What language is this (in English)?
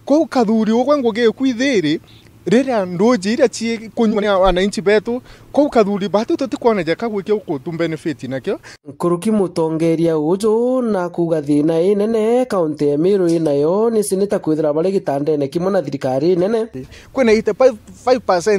Meru